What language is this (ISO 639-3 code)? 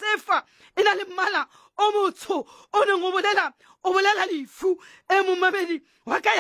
sot